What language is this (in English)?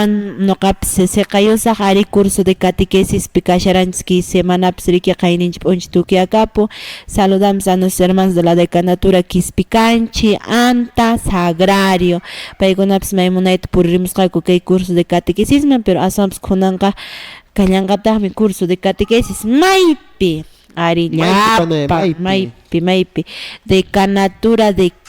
Quechua